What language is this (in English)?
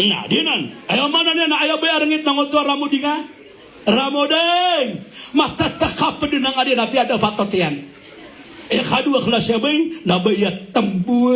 Maranao